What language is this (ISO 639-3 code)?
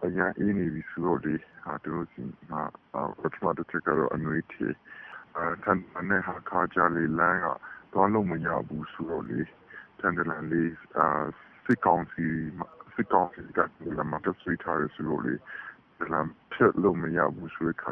mya